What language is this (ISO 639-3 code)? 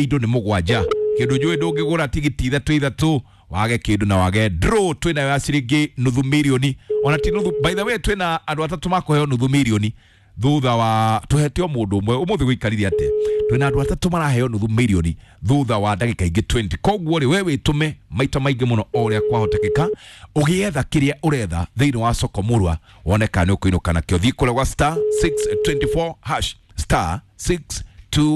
kik